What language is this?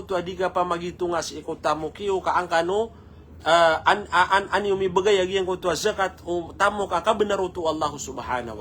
Maranao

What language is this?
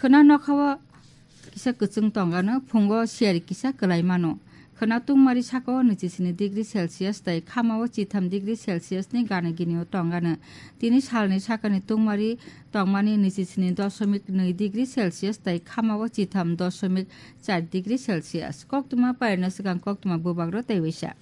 Kok Borok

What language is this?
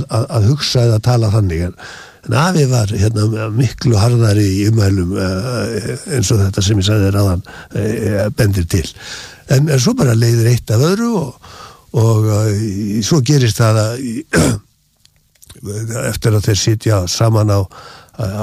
Icelandic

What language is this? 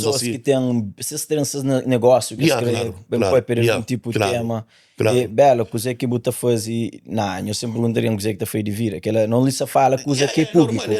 Kabuverdianu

